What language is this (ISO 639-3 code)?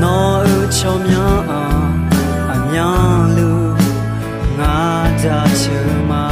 ahk